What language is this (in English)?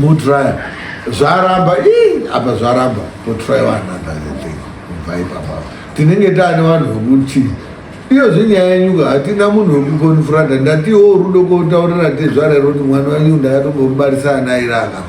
Shona